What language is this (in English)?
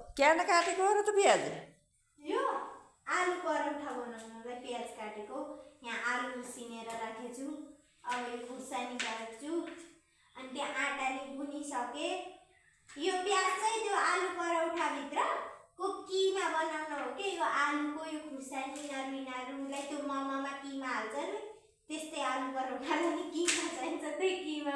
Nepali